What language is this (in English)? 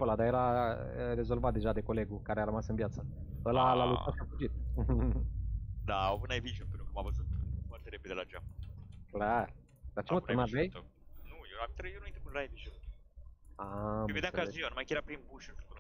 Romanian